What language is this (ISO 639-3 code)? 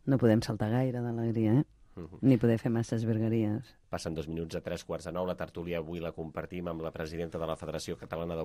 cat